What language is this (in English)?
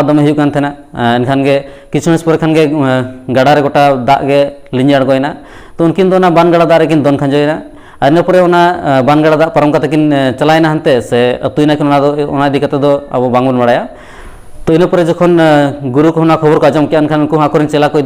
Santali